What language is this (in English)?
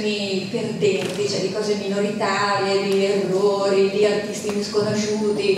Italian